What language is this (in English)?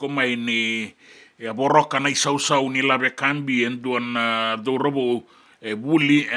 Fijian